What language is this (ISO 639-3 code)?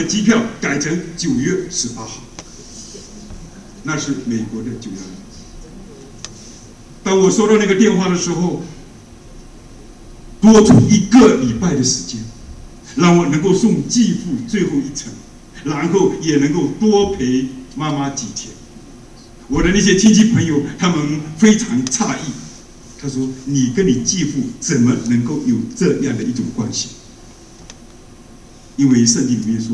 zho